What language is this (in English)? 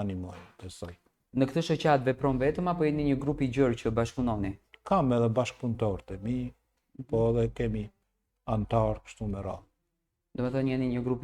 Albanian